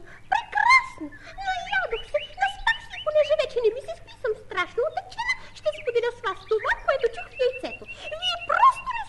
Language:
Bulgarian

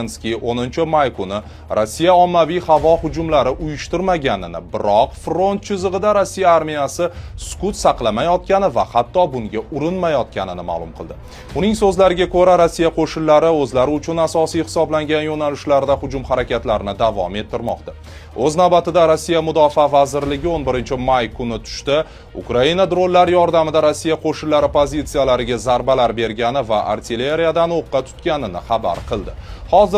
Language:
Uzbek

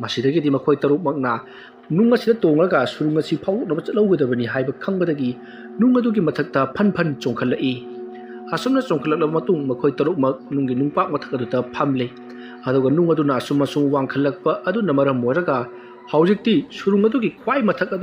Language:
Manipuri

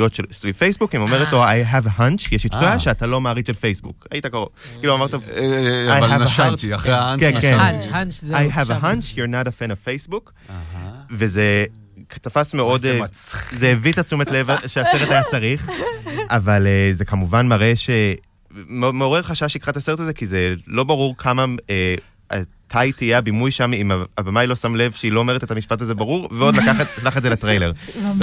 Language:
Hebrew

